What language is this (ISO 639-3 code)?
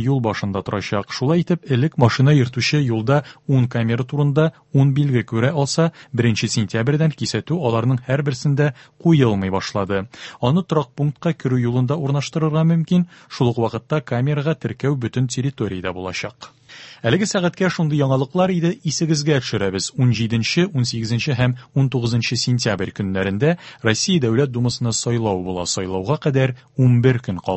tat